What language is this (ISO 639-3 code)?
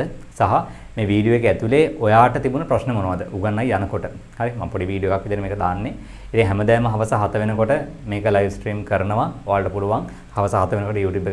sin